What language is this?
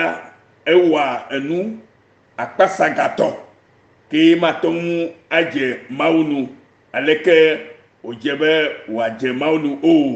Ewe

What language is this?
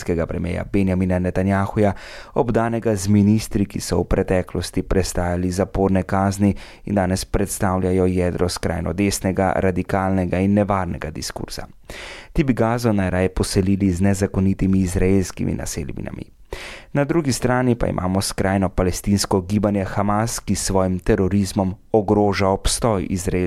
Slovenian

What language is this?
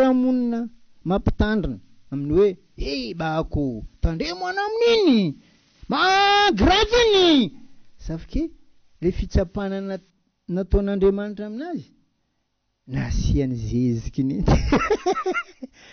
Malagasy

